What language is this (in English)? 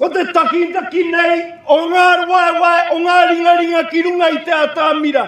Māori